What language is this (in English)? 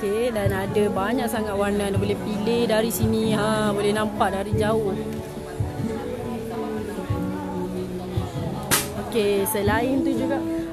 Malay